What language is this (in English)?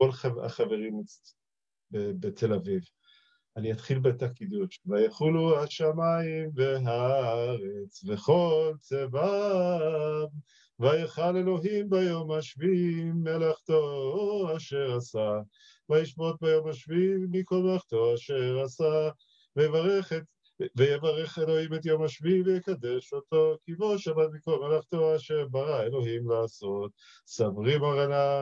Hebrew